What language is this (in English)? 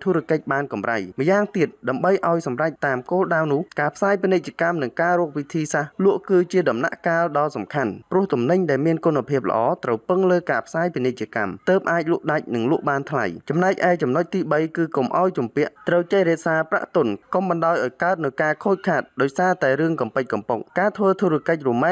Khmer